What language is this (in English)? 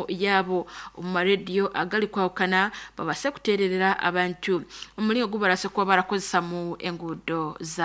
Nyoro